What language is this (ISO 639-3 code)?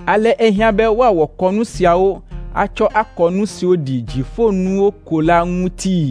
ewe